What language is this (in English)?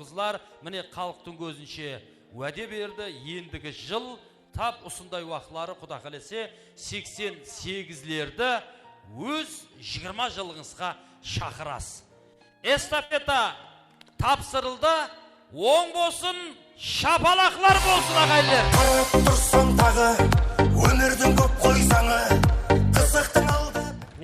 Kara-Kalpak